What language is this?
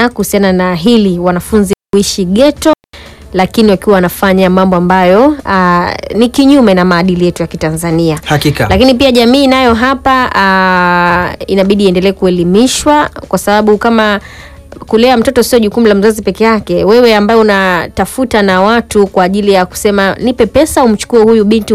Swahili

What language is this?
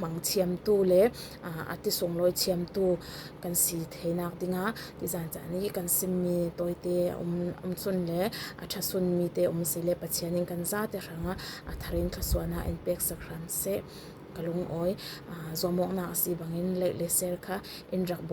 Falam Chin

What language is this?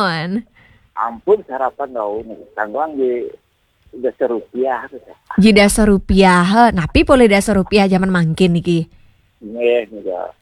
Balinese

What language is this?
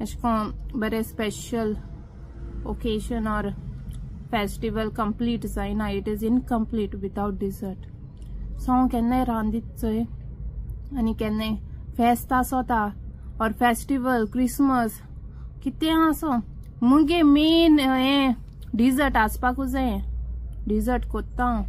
Konkani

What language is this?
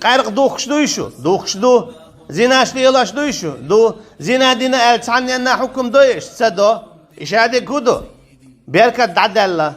Chechen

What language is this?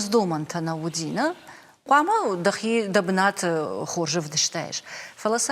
Ossetic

